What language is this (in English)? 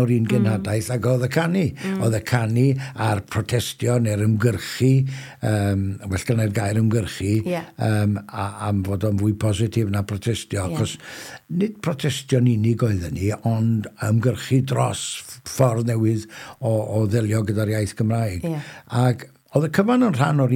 Welsh